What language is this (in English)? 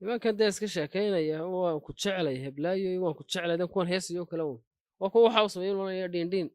Somali